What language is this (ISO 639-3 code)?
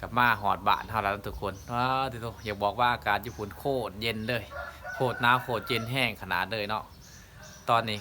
lao